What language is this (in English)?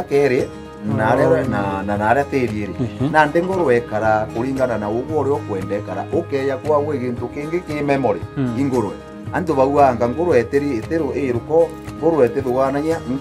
Meru